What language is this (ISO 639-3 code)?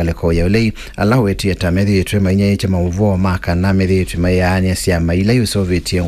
kam